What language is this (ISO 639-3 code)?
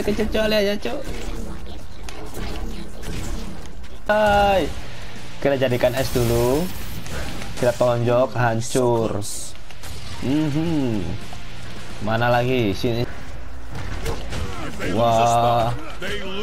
ind